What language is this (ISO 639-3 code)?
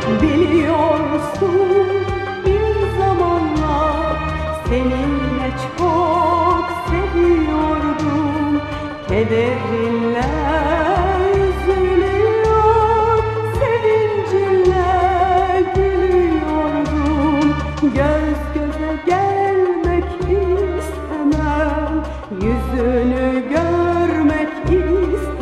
tur